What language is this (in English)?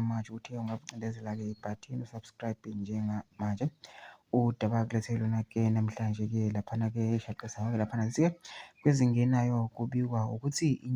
Zulu